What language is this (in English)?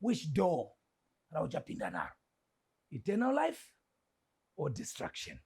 Shona